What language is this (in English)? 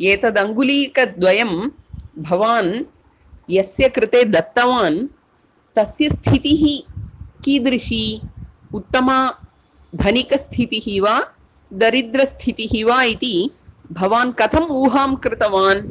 Sanskrit